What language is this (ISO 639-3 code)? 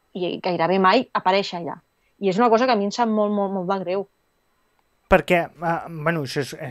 cat